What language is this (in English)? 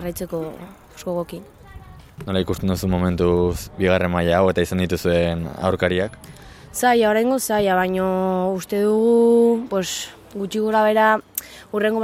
Basque